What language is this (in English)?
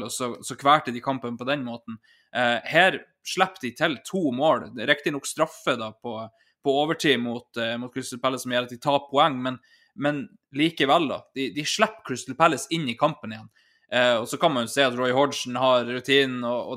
Norwegian